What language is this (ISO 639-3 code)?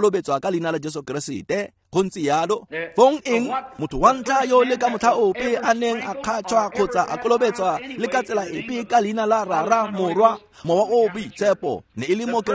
tsn